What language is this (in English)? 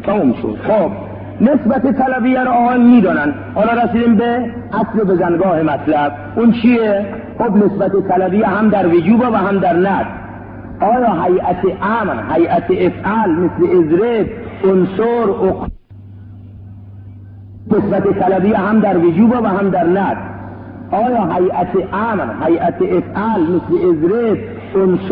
Persian